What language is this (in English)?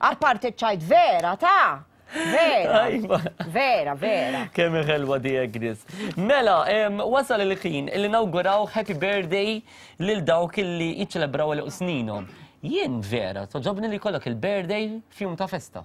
Maltese